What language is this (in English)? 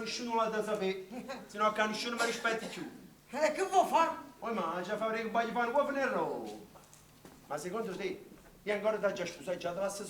Neapolitan